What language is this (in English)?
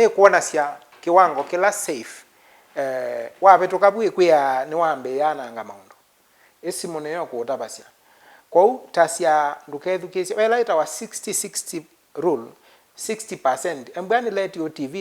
Kamba